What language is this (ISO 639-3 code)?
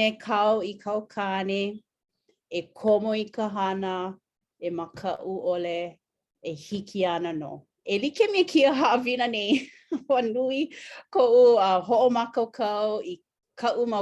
haw